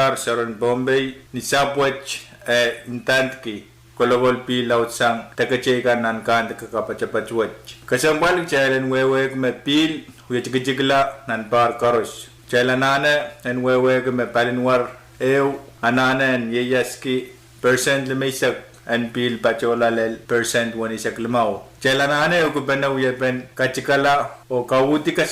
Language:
Pohnpeian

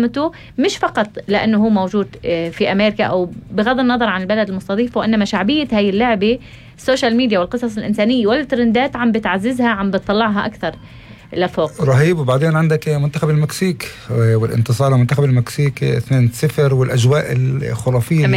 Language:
North Levantine Arabic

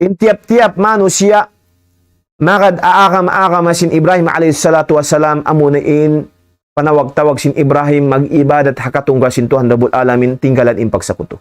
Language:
Tausug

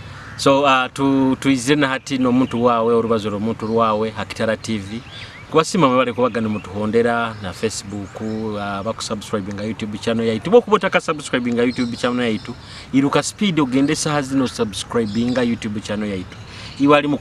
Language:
Nyoro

